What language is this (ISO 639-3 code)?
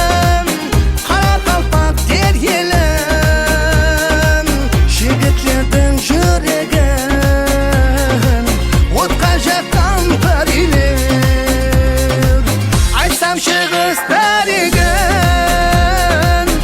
kaa